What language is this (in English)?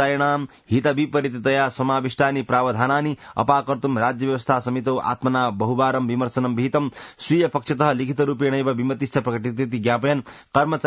Sanskrit